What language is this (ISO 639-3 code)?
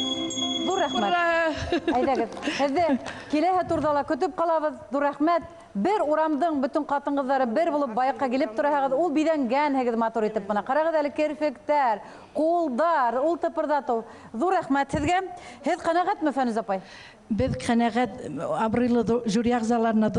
bak